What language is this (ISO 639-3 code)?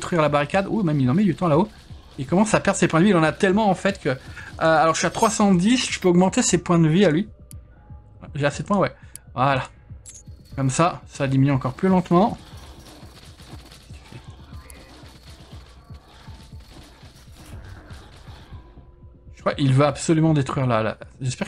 fra